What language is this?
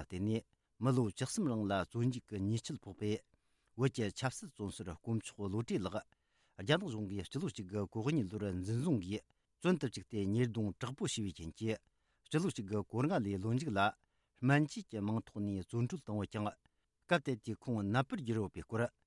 Tibetan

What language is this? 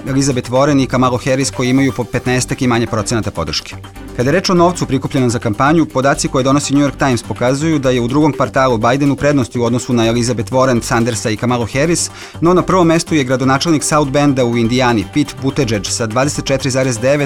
Serbian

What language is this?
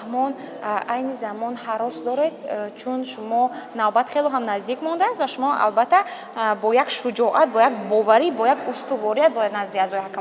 Tajik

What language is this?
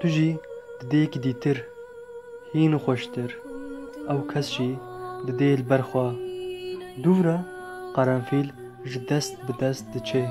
Kurdish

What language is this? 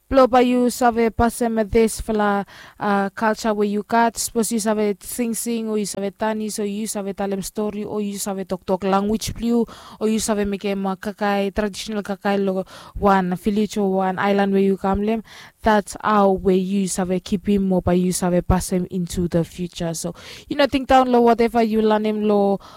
Bislama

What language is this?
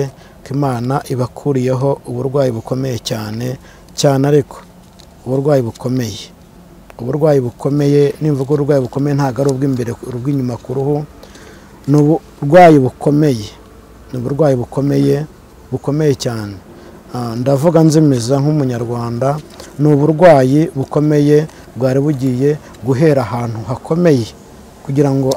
Kinyarwanda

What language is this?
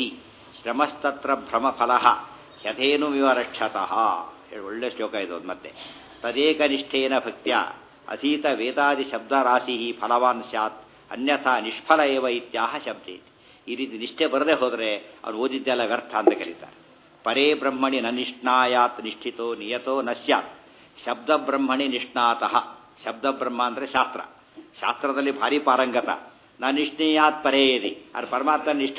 Kannada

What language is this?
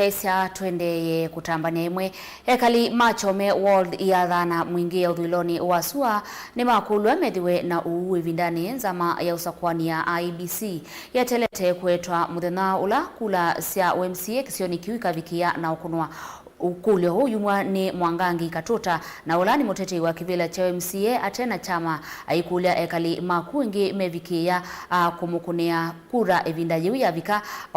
Kamba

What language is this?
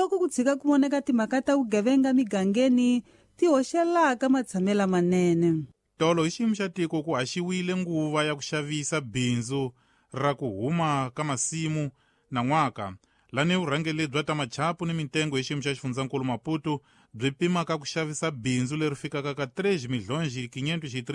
Tsonga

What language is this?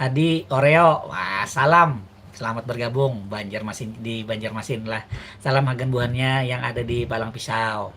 Banjar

